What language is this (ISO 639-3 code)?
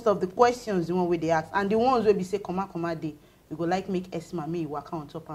pcm